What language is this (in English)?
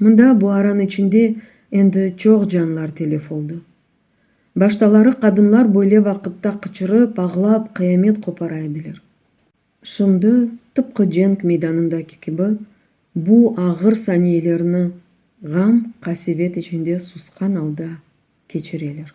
Crimean Tatar